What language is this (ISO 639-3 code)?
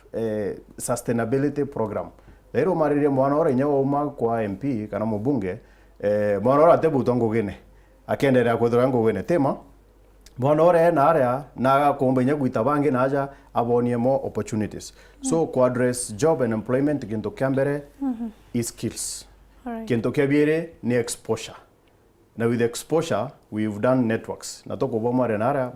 mer